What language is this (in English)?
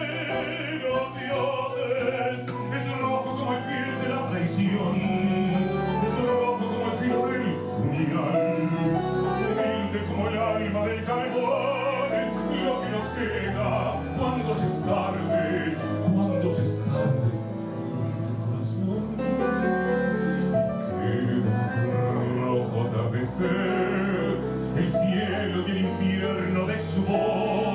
Spanish